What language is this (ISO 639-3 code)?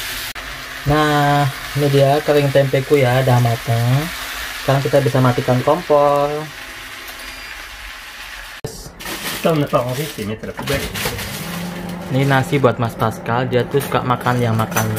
ind